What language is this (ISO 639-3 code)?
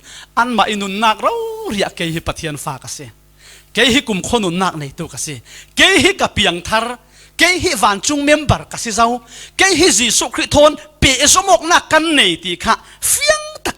cfm